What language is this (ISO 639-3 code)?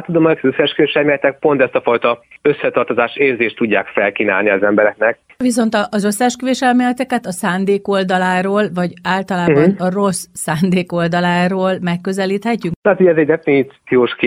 hun